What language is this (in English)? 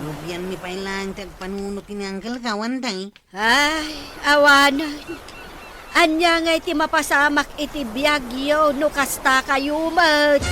Iloko